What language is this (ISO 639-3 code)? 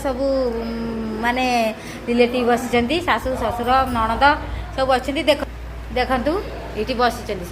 ori